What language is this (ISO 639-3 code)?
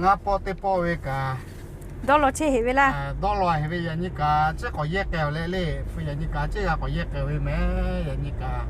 lhu